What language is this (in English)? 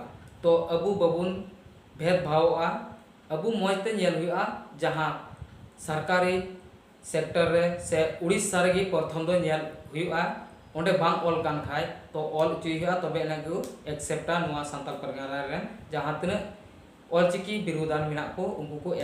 Santali